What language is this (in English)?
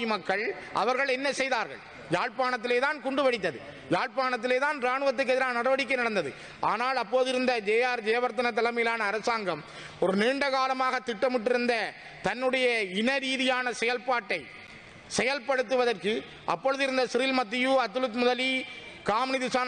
Tamil